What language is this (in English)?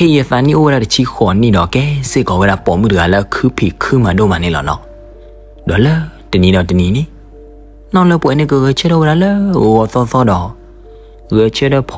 S'gaw Karen